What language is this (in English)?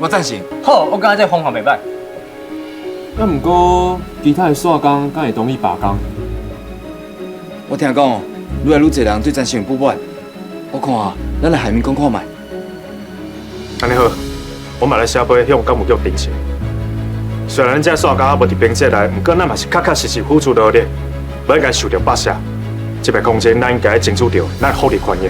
Min Nan Chinese